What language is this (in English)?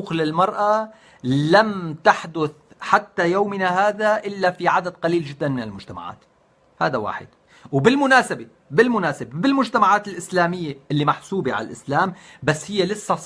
North Levantine Arabic